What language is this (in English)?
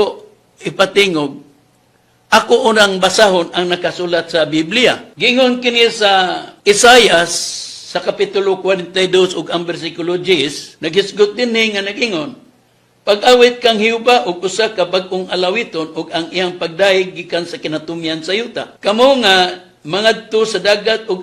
Cebuano